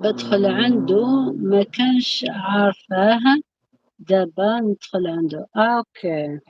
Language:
Algerian Arabic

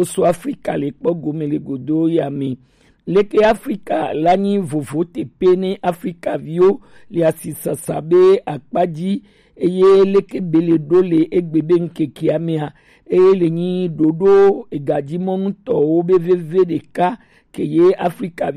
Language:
Gen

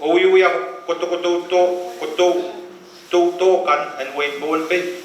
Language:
Pohnpeian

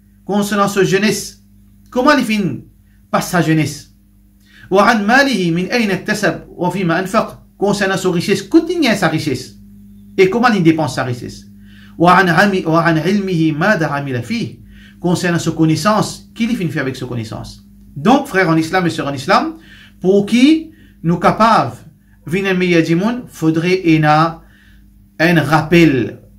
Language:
Morisyen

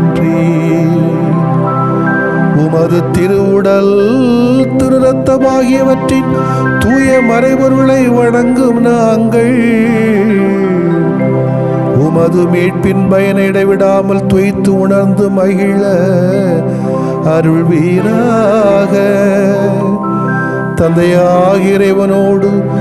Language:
Tamil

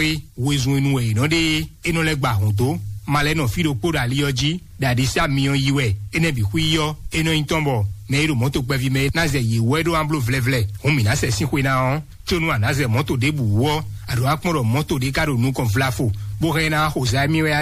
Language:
Fon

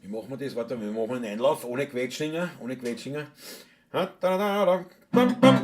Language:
Bavarian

